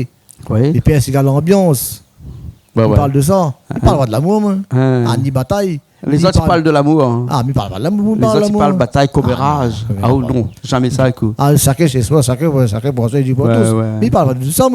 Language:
Réunion Creole French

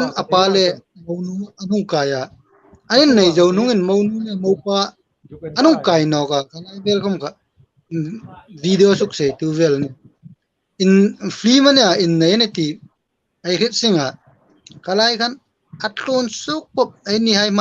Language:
Hmar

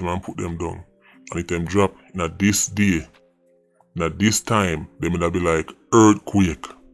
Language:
Jamaican Creole English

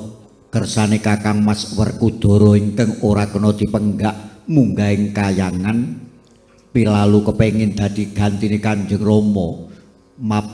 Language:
Javanese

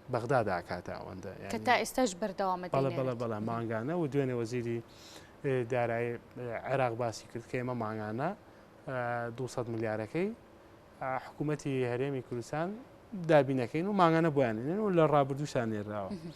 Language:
Central Kurdish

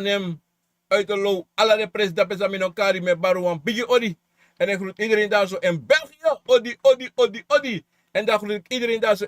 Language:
Sranan Tongo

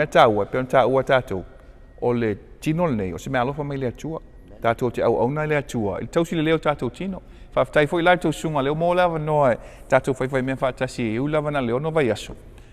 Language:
Samoan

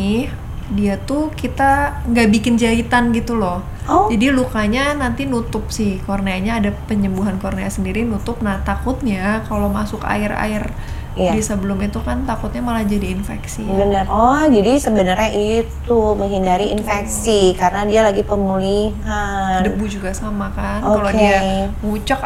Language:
Indonesian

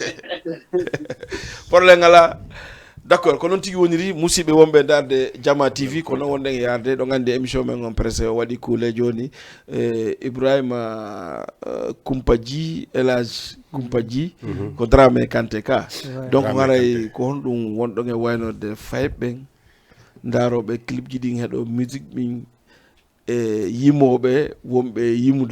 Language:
Fula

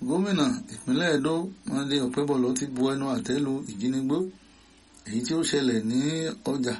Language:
Yoruba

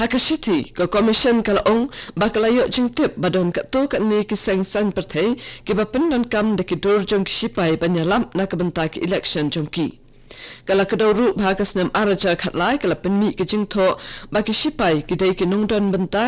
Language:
Khasi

